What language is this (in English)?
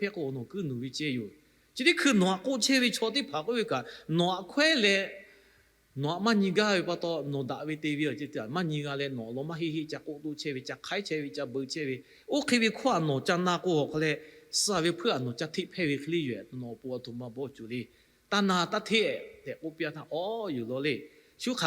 Lahu